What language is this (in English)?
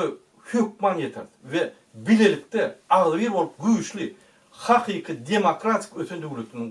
Turkmen